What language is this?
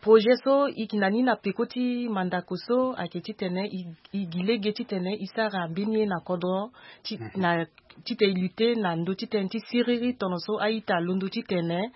Sango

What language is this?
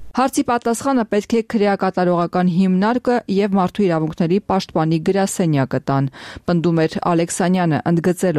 Armenian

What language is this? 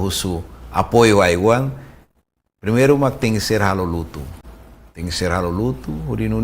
Tetum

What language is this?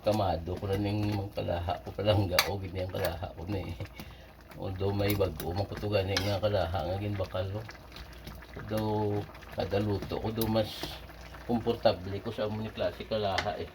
Hiligaynon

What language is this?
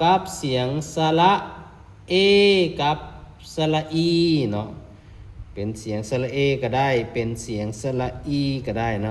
Lao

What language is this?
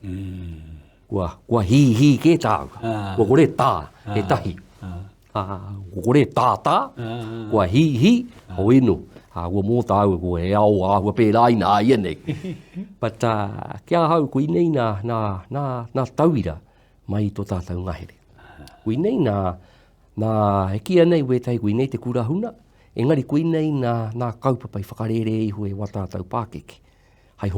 Māori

